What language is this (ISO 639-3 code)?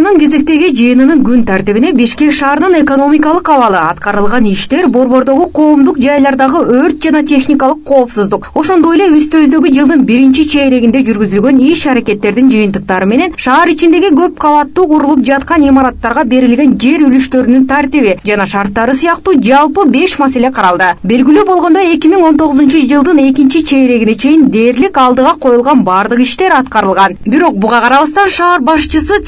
kir